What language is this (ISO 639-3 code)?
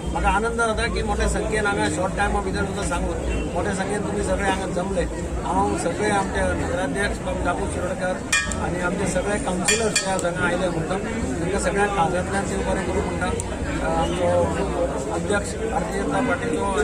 kok